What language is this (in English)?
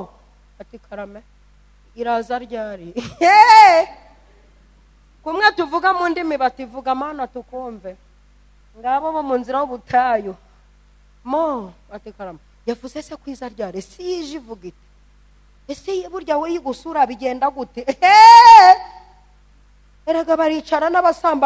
Kinyarwanda